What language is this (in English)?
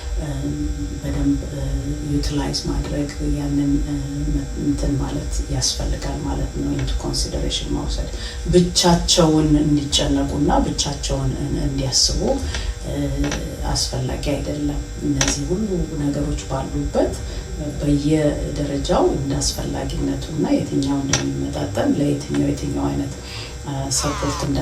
Amharic